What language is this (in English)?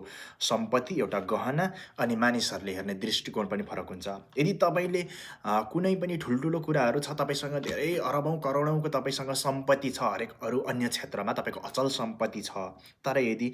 Nepali